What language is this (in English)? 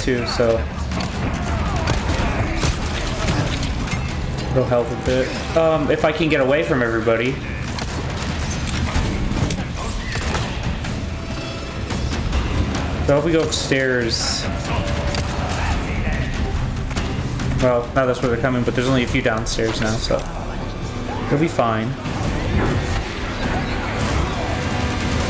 English